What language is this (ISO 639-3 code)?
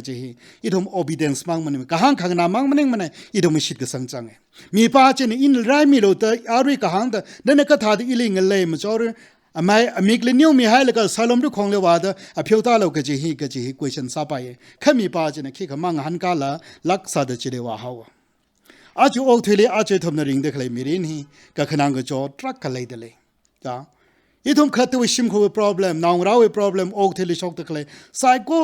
nmf